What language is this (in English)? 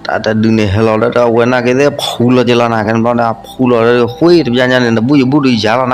S'gaw Karen